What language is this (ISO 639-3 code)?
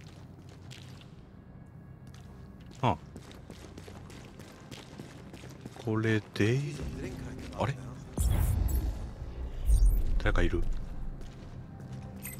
jpn